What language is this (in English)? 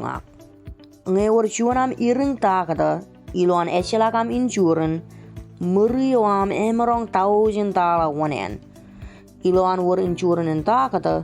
Marshallese